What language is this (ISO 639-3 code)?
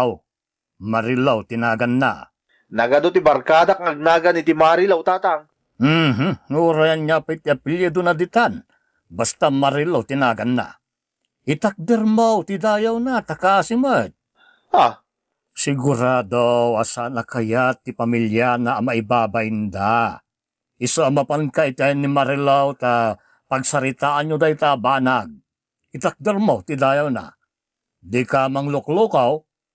ilo